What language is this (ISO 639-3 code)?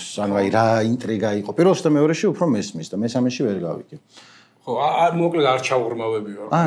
kat